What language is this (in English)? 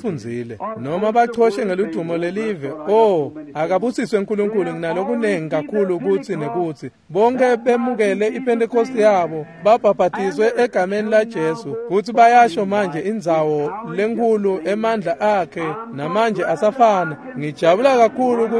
Swati